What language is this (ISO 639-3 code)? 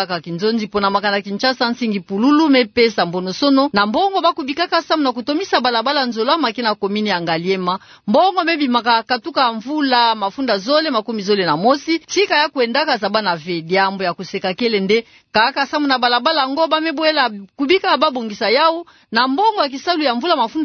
ktu